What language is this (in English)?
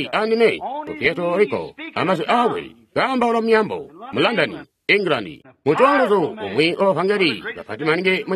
Tonga (Zambia)